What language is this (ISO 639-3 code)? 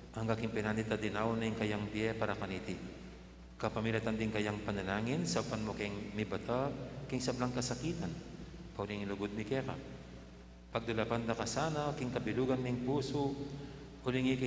pam